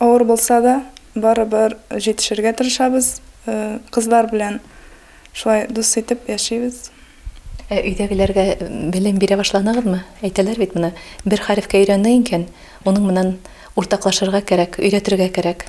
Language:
Bashkir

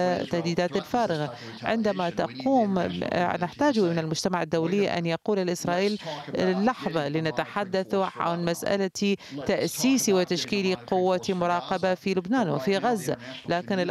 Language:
Arabic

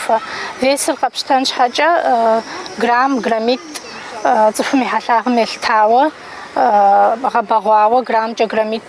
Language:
Kabardian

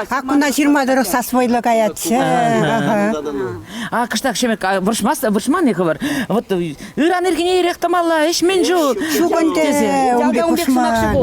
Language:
Chuvash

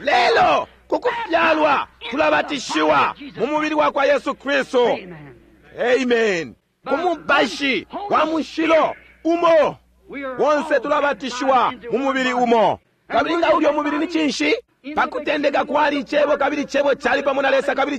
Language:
Bemba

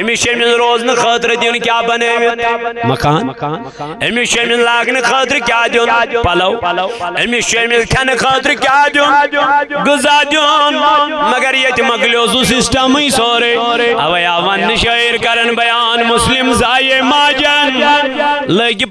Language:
Kashmiri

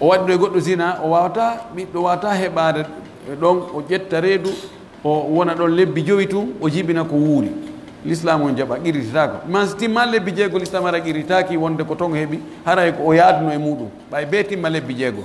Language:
Pular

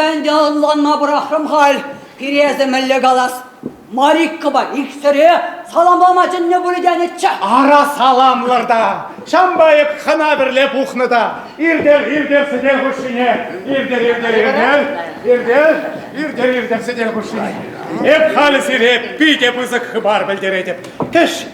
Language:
Chuvash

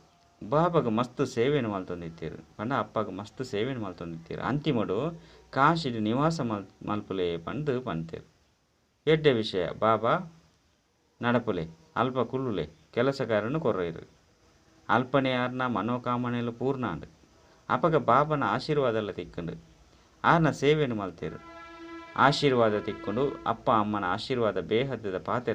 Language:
Tulu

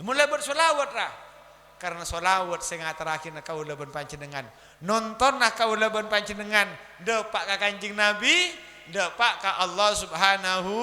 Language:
Madurese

